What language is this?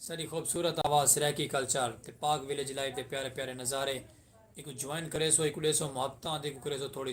Saraiki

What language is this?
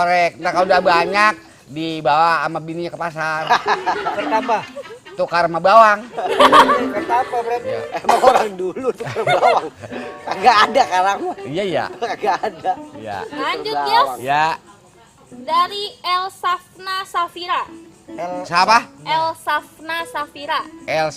Betawi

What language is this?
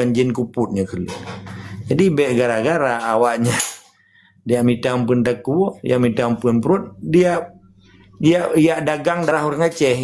Achinese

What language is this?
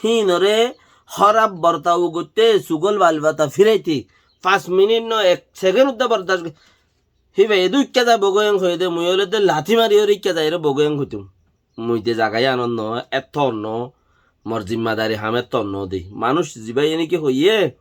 Rohingya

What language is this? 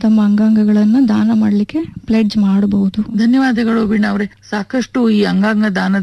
Kannada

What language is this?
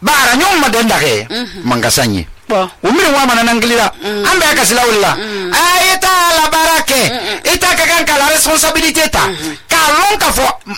Susu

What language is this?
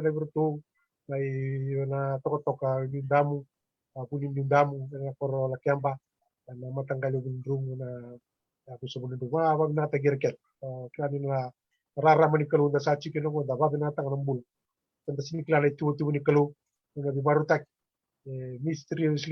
Fijian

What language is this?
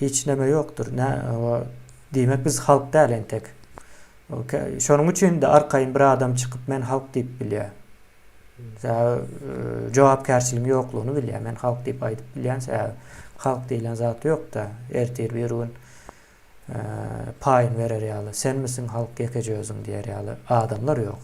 Turkmen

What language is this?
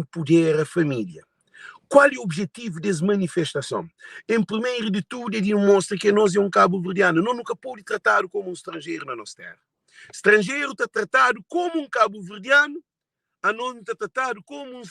Kabuverdianu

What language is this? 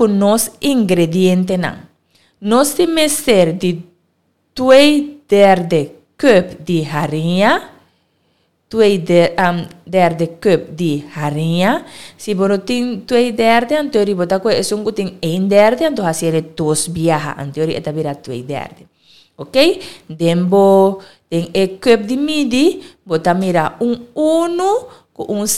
Papiamento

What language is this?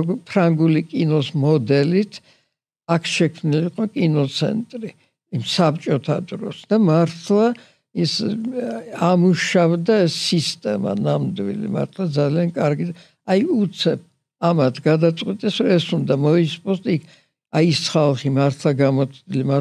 Georgian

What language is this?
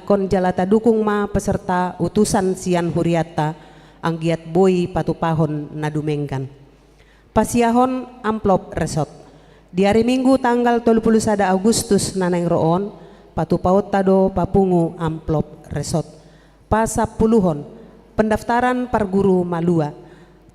Batak Toba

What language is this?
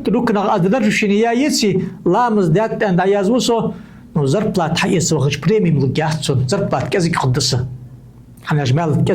Ingush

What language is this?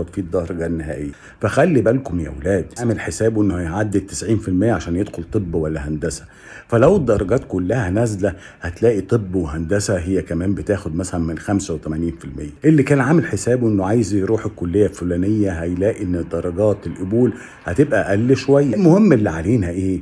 Egyptian Arabic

